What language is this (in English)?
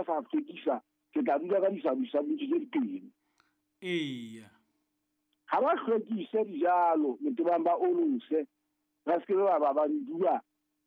Southern Sotho